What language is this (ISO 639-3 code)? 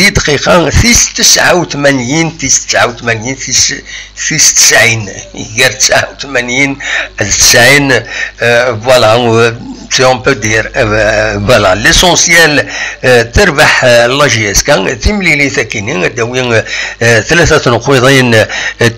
kab